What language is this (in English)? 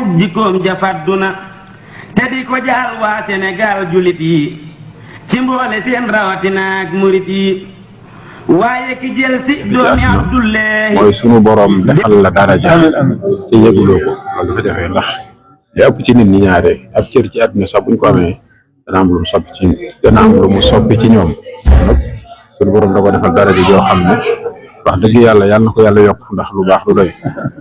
Wolof